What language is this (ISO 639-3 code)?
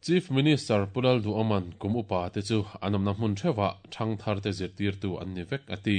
lus